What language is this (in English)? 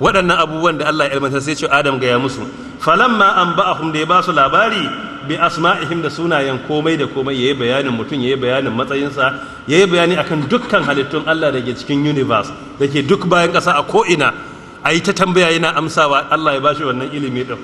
Hausa